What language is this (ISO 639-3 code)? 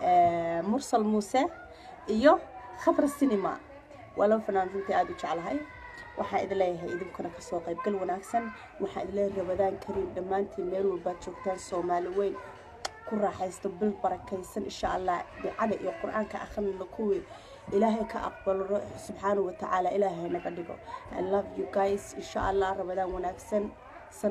som